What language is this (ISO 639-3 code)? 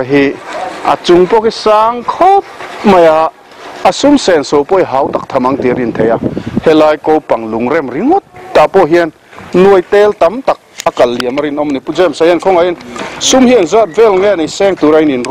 lus